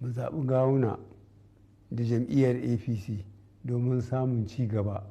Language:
Hausa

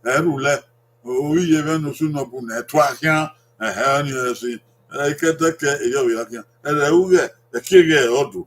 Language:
Bini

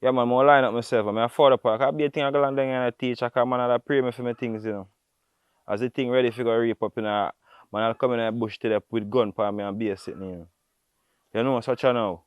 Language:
Jamaican Creole English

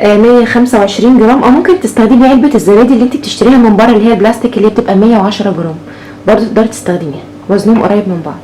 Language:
Egyptian Arabic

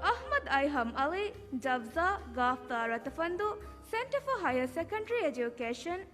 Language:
Divehi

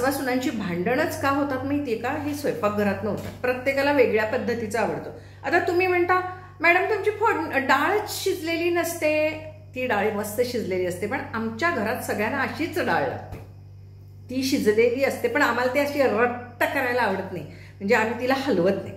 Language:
Marathi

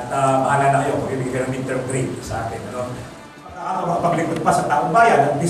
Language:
Filipino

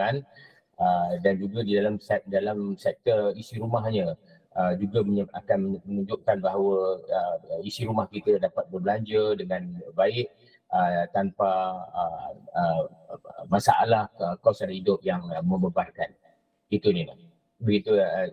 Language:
Malay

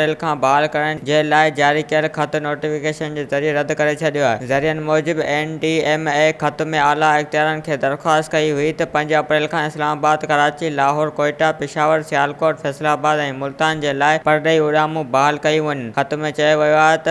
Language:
Sindhi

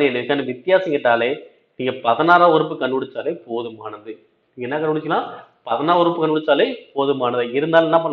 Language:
Tamil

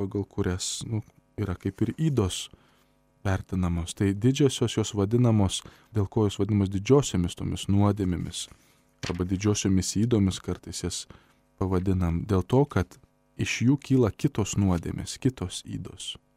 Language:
Lithuanian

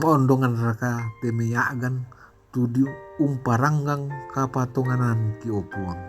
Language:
Toraja-Sa'dan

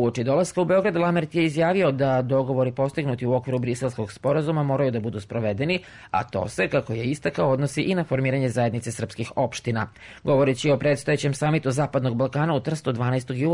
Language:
Serbian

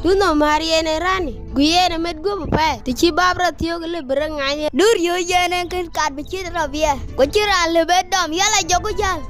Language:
Dinka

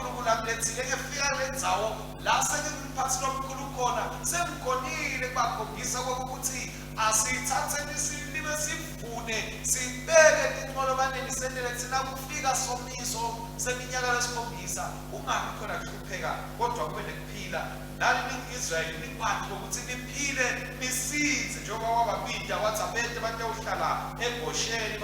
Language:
Swati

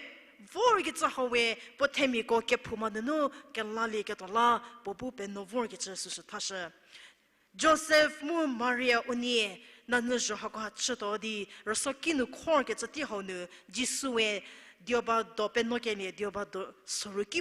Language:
Angami Naga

